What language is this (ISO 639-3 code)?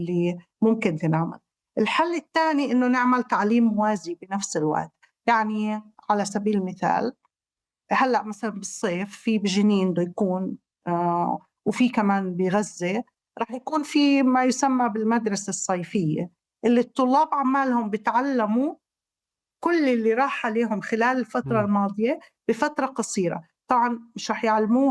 apc